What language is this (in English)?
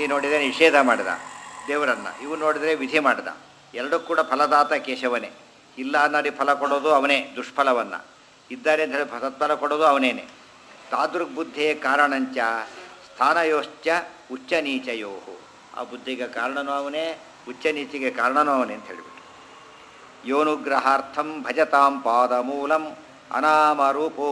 Kannada